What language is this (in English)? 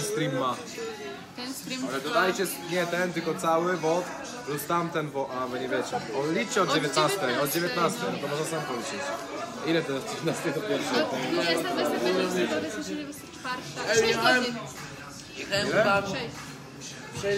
Polish